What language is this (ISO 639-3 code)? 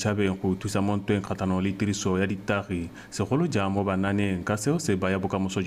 tsn